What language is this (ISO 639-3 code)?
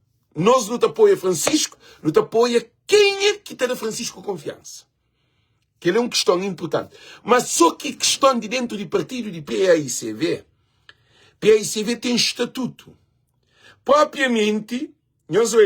kea